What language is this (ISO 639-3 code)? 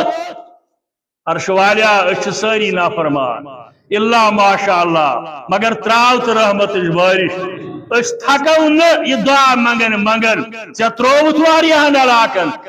kas